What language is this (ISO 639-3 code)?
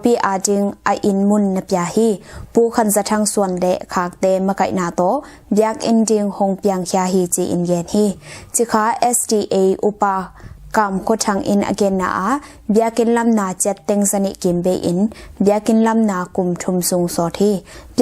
ctd